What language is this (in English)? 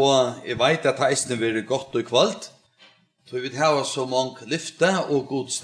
Faroese